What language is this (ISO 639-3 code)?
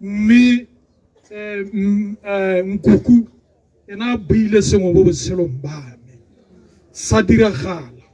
tsn